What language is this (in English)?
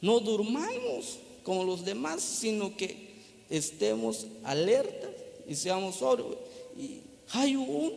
Tzeltal